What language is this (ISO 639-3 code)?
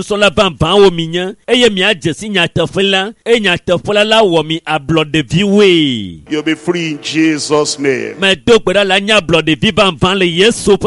ewe